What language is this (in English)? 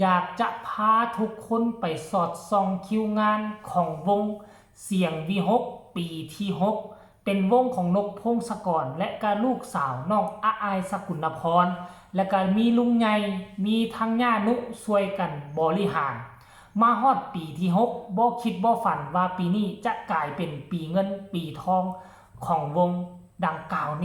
Northeastern Thai